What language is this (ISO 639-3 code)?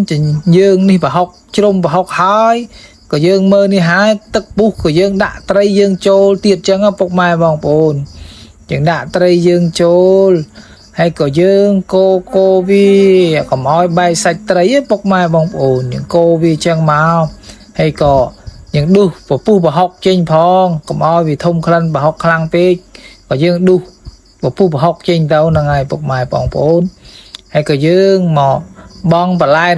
khm